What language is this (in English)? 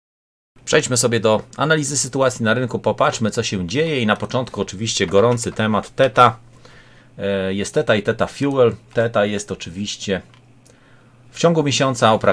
Polish